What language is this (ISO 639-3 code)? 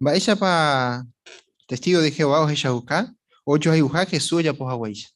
grn